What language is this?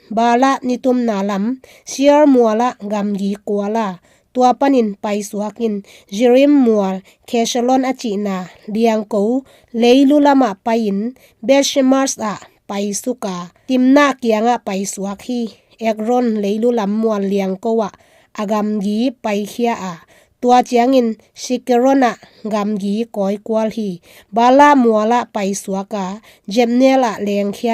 Tedim Chin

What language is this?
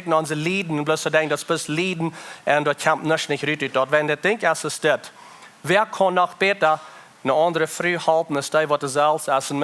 Plautdietsch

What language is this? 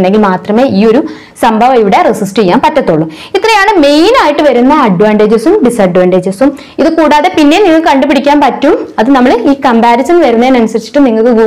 Malayalam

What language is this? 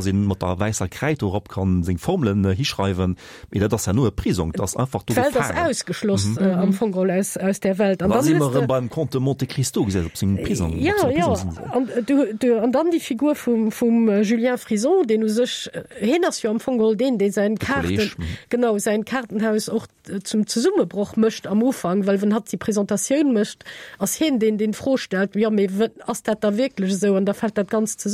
Luxembourgish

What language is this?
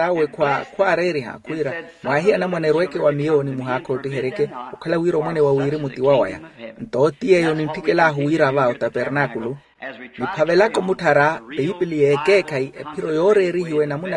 Makhuwa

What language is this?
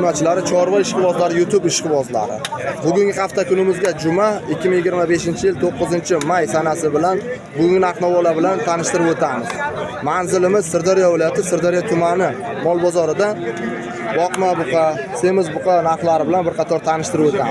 Uzbek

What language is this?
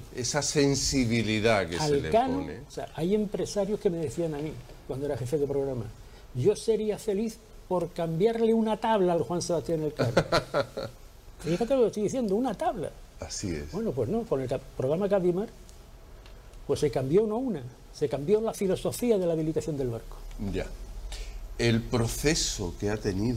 Spanish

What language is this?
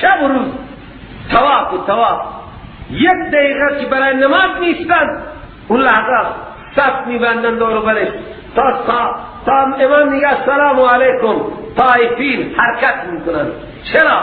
Persian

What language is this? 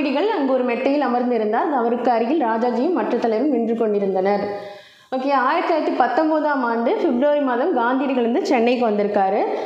Tamil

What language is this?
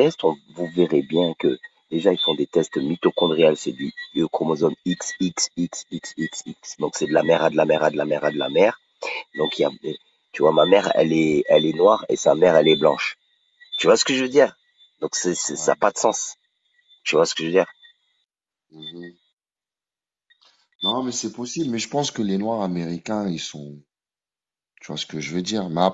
French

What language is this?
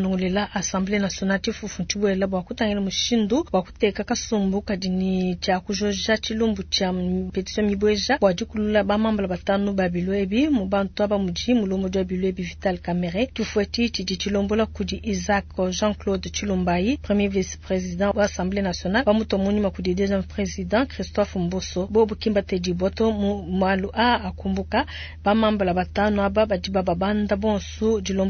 Luba-Lulua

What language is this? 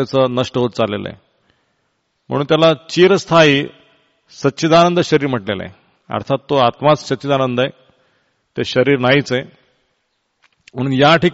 Marathi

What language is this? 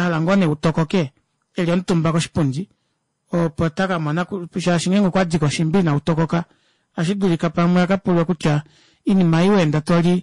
Kuanyama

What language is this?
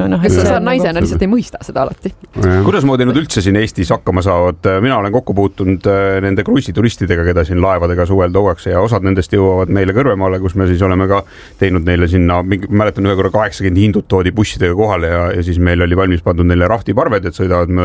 Estonian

